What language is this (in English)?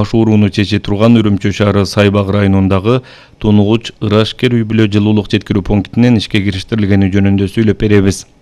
Kyrgyz